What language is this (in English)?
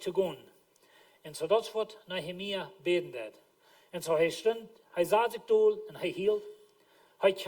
Plautdietsch